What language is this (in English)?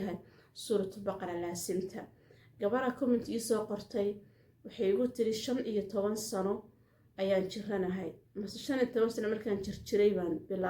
Somali